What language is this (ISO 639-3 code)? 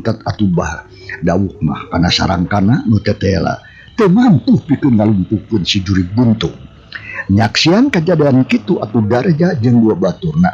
sun